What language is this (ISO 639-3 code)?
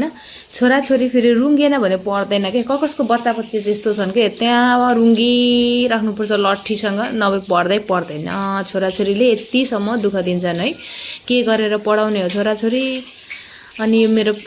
nep